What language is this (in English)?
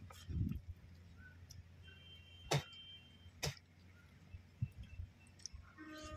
Tamil